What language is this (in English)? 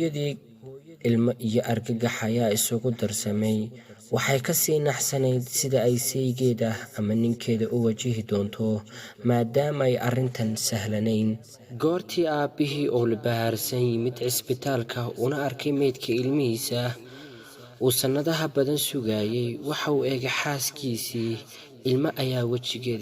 Somali